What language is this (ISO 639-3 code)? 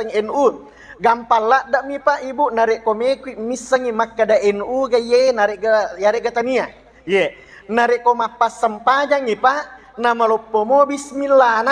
bug